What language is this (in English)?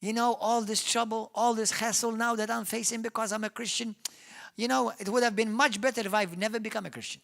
English